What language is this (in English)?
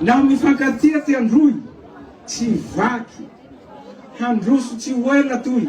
Malagasy